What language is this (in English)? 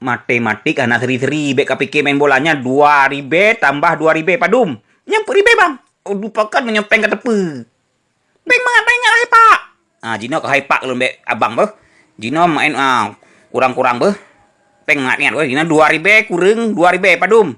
Achinese